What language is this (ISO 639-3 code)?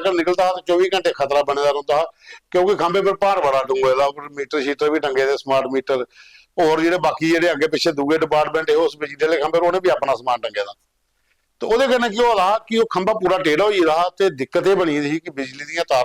doi